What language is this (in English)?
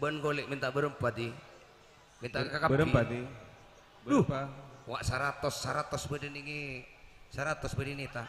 Madurese